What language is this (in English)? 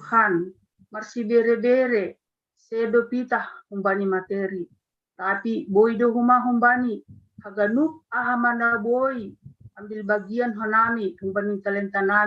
Batak Simalungun